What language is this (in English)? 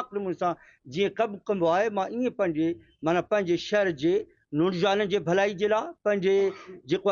Sindhi